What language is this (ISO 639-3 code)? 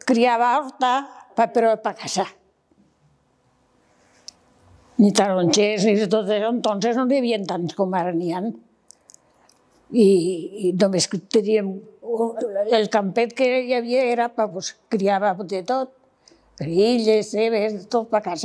cat